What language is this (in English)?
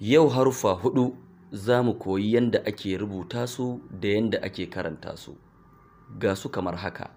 Hausa